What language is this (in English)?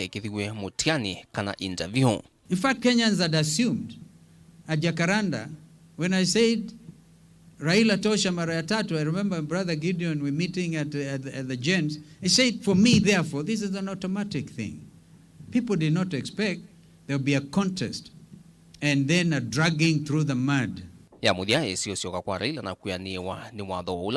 Kamba